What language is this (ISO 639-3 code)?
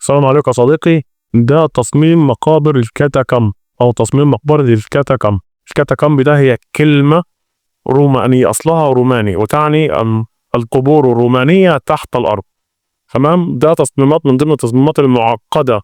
arz